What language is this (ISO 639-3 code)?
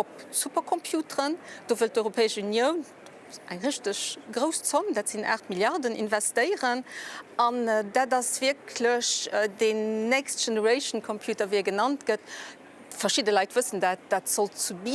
ltz